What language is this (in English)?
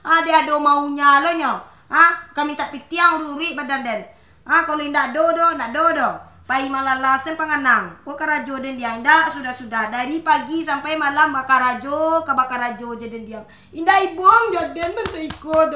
Minangkabau